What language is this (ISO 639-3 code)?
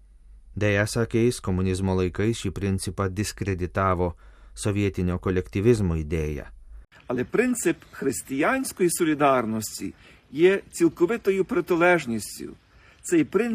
lit